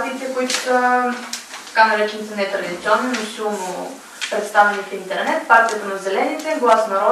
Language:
Bulgarian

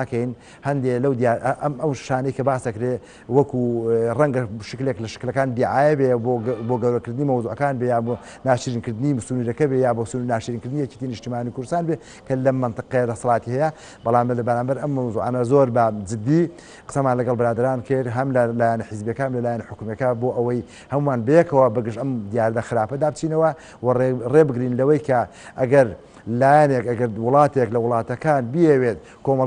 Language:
Central Kurdish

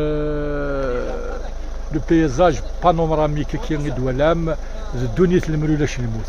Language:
Kabyle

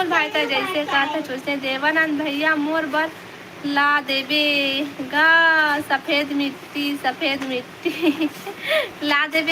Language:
Chhattisgarhi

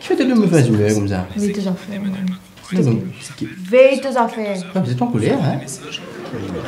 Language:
Morisyen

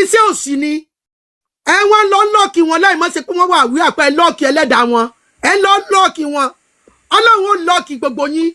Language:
Yoruba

